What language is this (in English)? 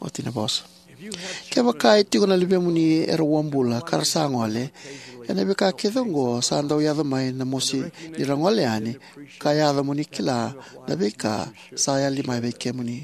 Fijian